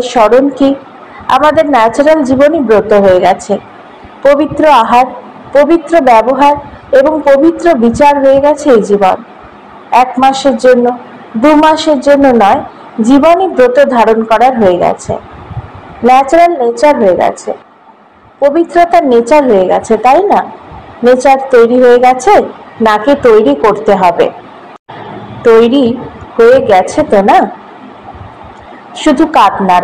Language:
Bangla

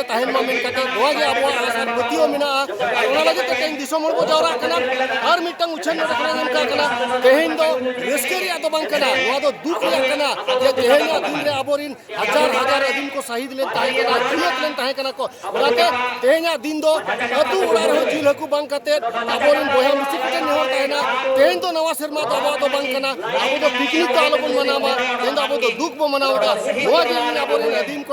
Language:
Santali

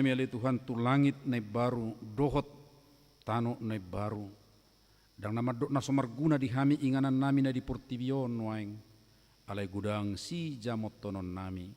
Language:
Batak Toba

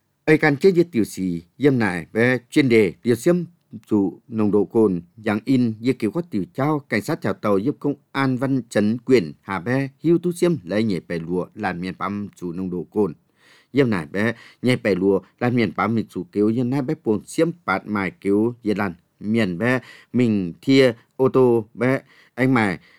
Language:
Vietnamese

